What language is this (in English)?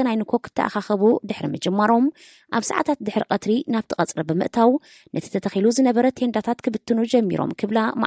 Tigrinya